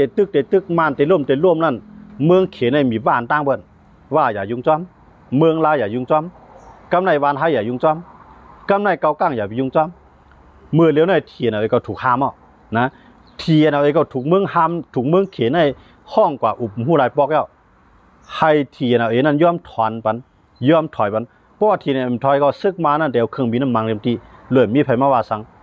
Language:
Shan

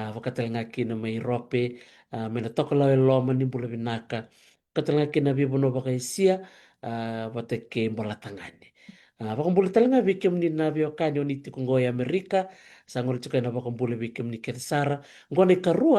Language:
Fijian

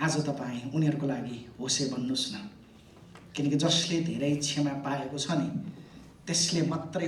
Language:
Nepali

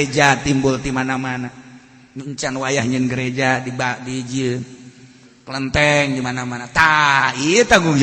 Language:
Sundanese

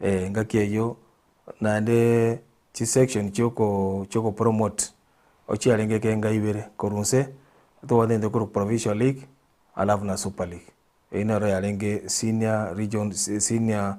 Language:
Gusii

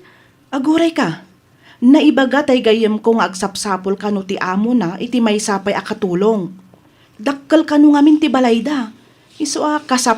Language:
Iloko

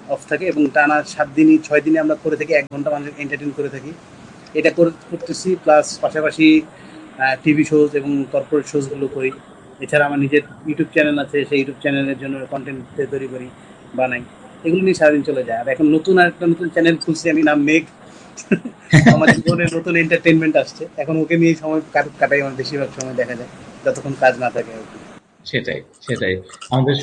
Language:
Bangla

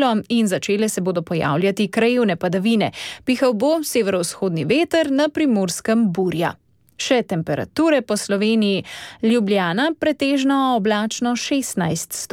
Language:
Slovenian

